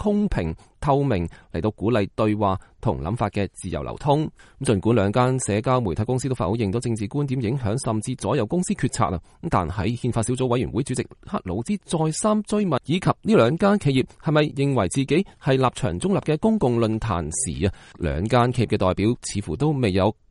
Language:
Cantonese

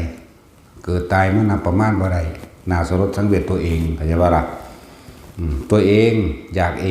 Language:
Lao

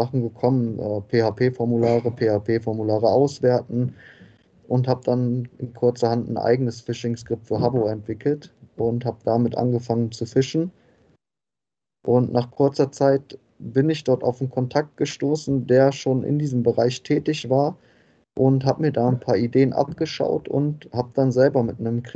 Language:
German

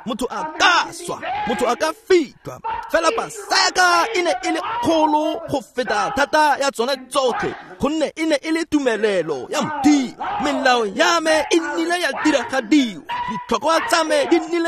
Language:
Tswana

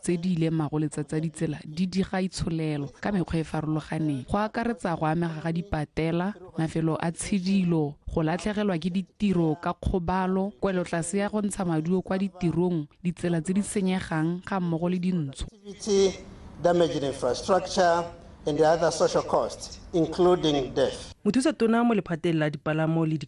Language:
Tswana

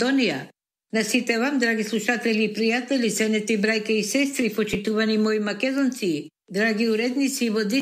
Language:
Macedonian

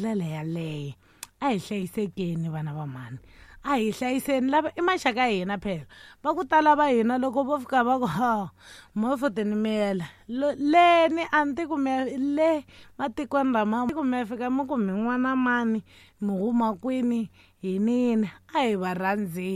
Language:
Tsonga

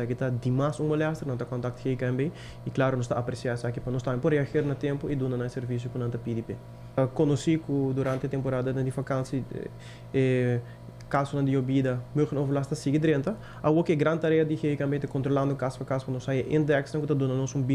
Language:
Papiamento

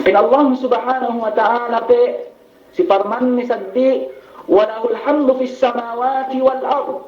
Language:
Yakan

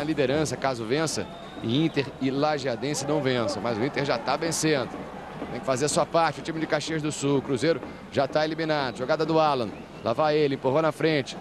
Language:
Portuguese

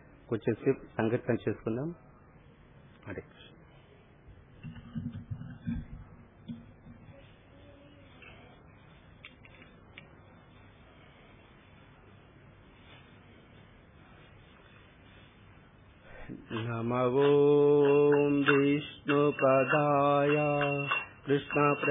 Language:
Telugu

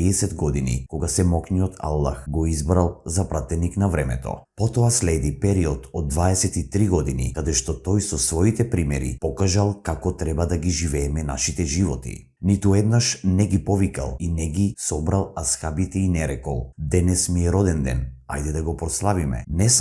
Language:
Macedonian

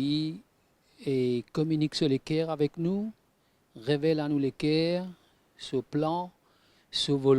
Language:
Morisyen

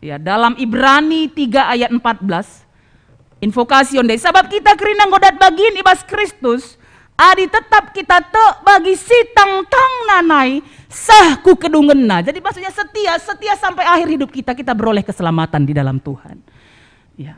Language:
Batak Karo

